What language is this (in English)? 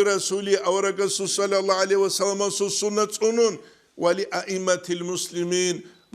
Avaric